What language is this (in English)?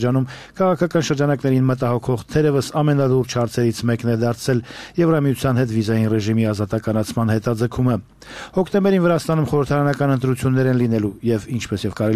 Armenian